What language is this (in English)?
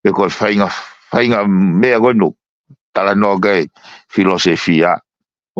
Tongan